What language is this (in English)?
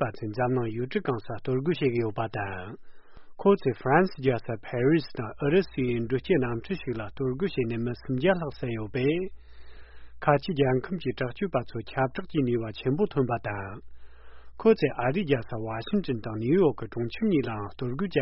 Tibetan